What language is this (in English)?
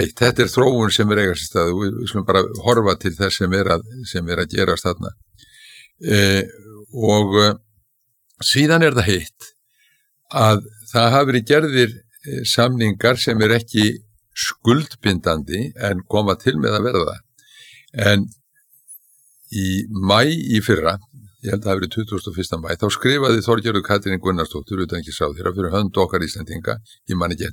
Icelandic